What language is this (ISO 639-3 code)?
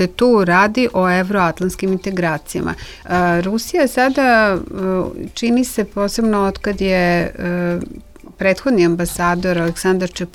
srp